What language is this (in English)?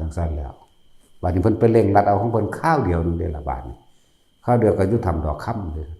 Northeastern Thai